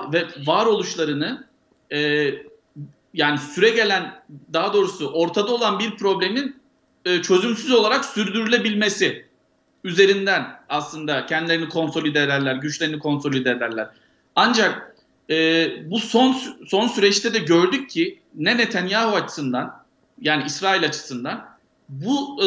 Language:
Turkish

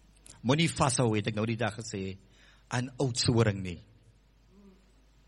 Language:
Afrikaans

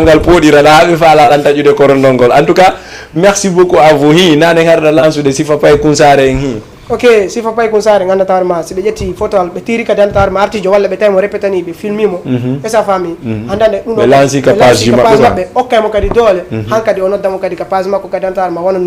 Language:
Fula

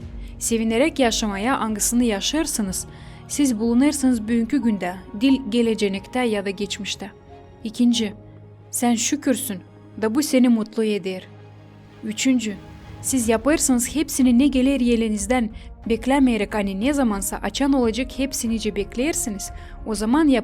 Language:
Gagauz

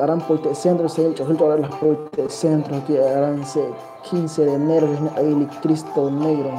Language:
Kekchí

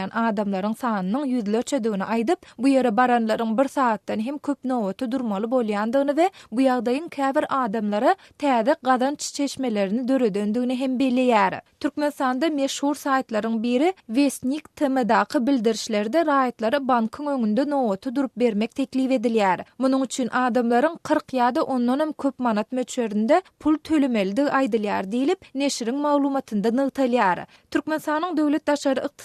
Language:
Turkmen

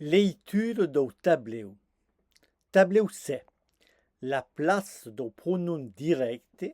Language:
Occitan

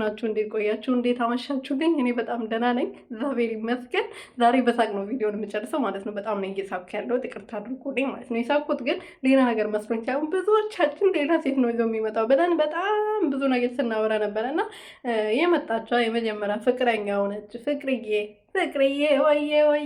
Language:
Amharic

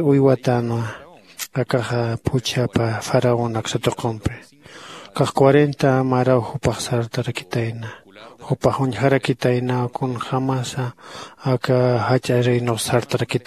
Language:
Aymara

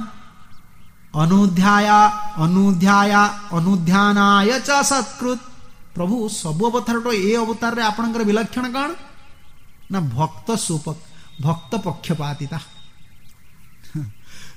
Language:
Odia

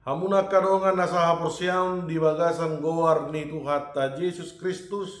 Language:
Batak Toba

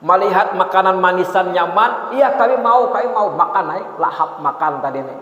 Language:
Banjar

